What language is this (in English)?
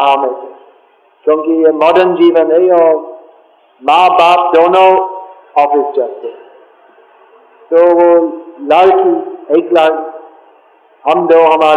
Hindi